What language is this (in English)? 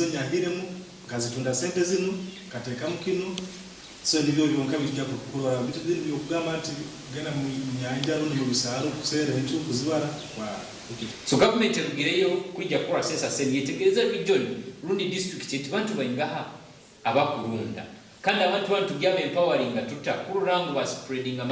Nyankole